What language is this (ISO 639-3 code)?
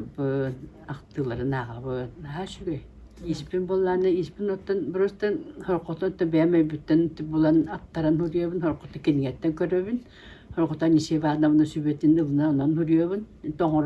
sah